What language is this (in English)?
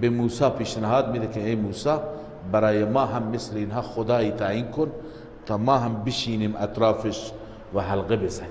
Persian